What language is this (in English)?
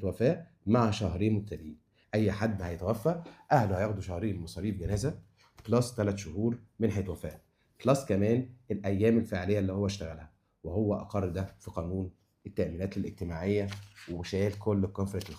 Egyptian Arabic